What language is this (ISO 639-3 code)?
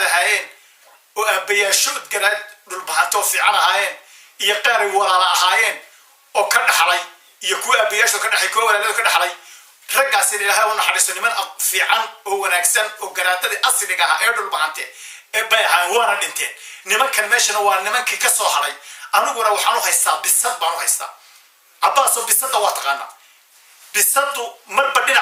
som